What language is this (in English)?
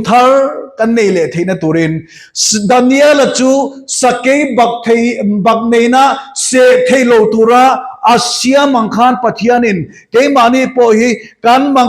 Mizo